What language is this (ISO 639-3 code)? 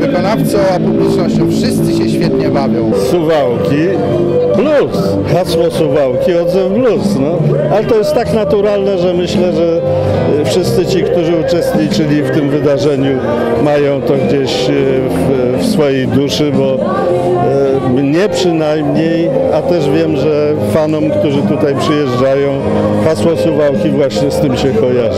pol